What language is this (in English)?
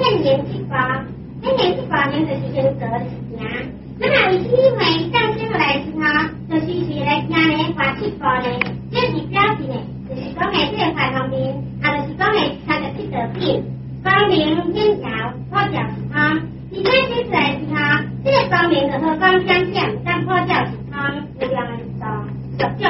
Chinese